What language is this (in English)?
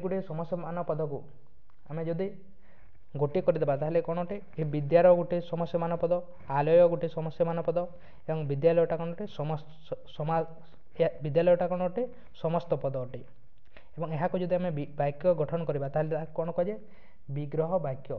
Odia